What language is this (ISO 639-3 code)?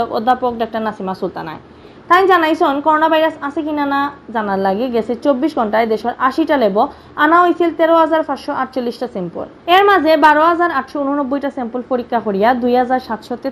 syl